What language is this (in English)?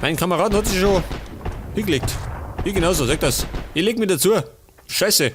Bavarian